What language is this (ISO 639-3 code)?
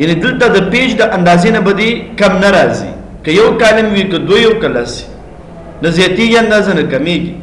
pus